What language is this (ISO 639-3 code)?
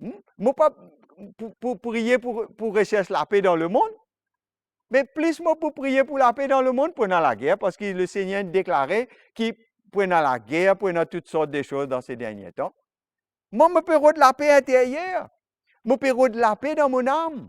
mfe